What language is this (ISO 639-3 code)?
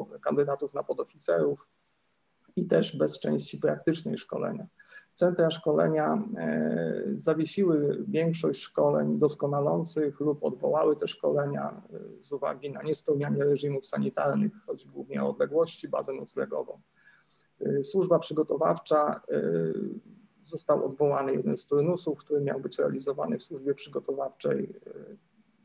pol